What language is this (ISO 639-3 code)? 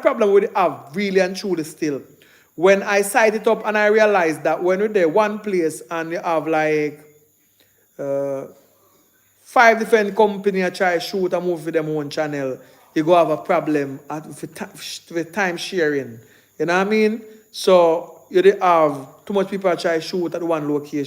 jam